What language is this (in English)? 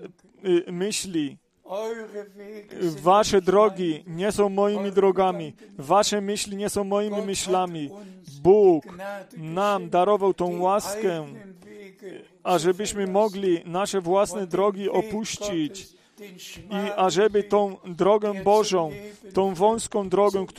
Polish